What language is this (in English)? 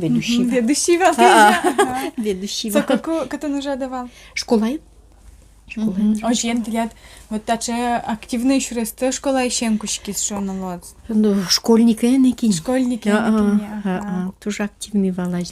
Udmurt